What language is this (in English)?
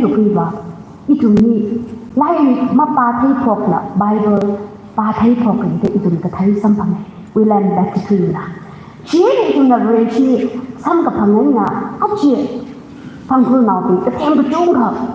Tangkhul Naga (India)